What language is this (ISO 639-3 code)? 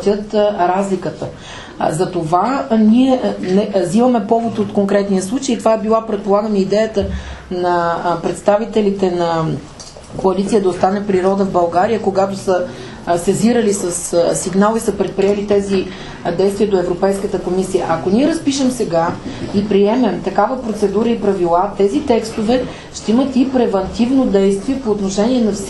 bul